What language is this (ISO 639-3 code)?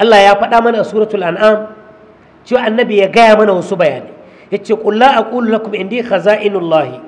hau